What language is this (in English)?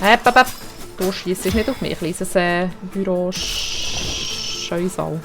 Swiss German